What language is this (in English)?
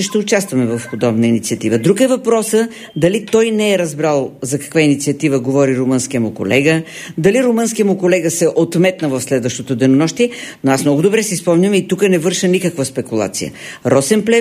Bulgarian